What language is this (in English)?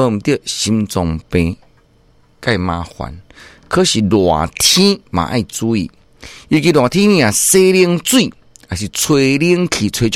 Min Nan Chinese